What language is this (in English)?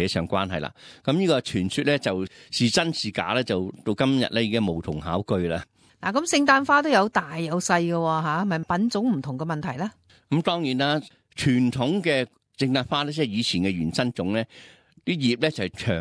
Cantonese